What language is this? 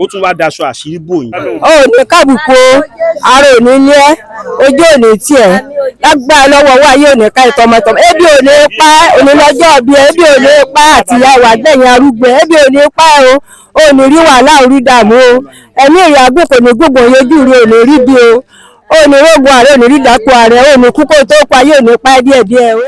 Yoruba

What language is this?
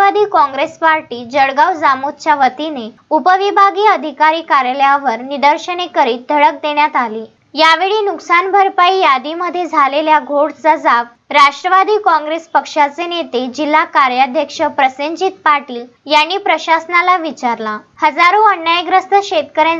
Marathi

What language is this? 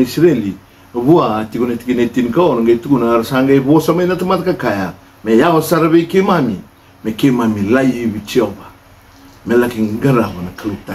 Fijian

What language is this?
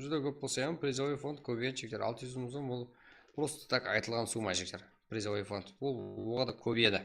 Kara-Kalpak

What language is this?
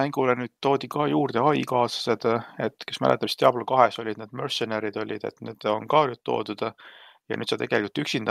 Estonian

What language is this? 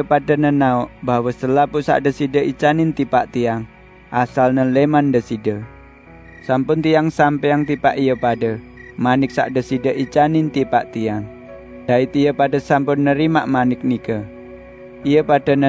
Sasak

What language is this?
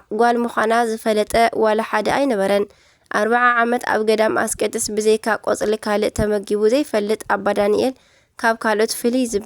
Tigrinya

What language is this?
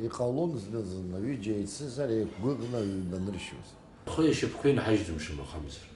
Abkhazian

